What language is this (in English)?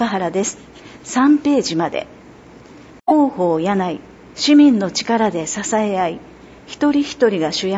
Japanese